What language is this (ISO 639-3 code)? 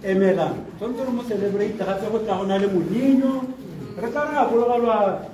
tsn